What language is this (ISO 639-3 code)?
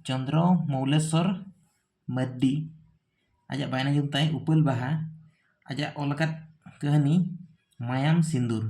sat